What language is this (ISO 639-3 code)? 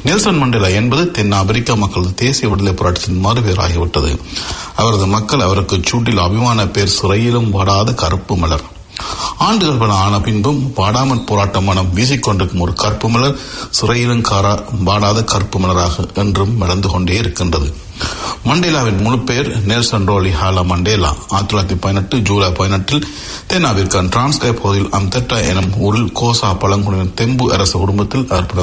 tam